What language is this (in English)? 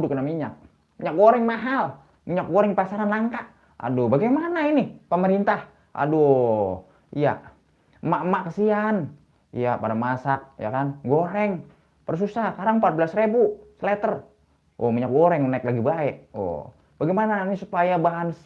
Betawi